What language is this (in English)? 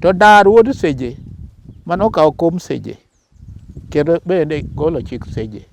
Luo (Kenya and Tanzania)